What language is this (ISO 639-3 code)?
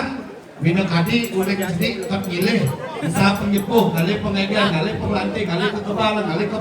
ban